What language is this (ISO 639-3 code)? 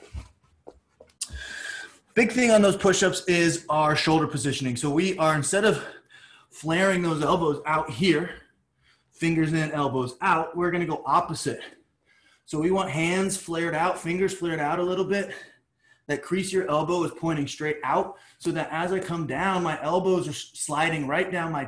eng